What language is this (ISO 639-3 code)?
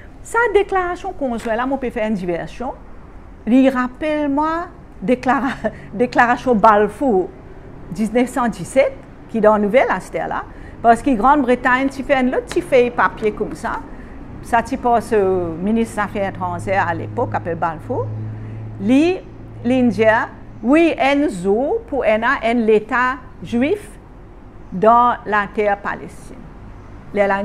mfe